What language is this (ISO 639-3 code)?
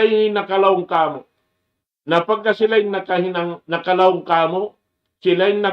tsg